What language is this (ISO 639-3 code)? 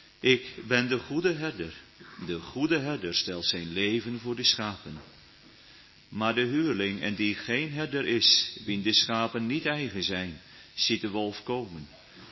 nld